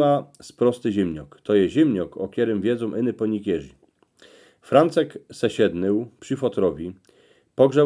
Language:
Silesian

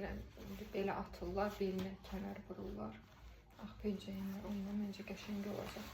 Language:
Azerbaijani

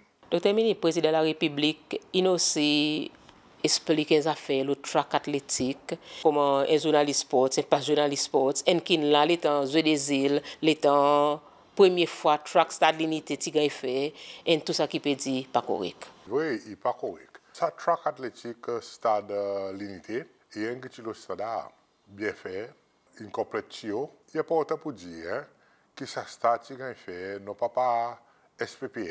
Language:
Seselwa Creole French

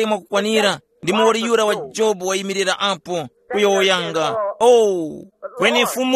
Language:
Tumbuka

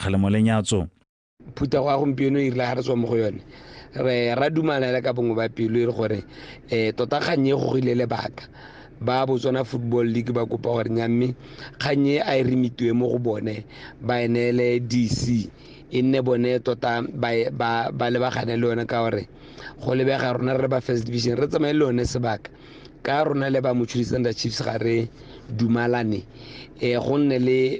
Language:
Tswana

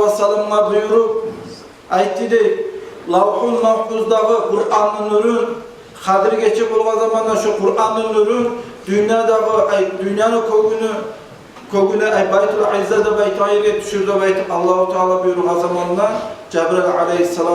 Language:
Kumyk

